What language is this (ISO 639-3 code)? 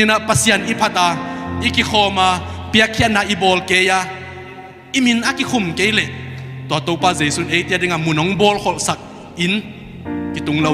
ctd